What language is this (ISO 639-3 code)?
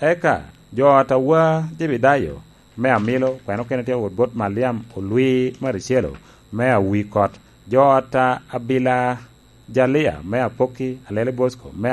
laj